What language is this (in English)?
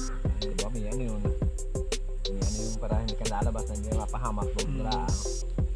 Filipino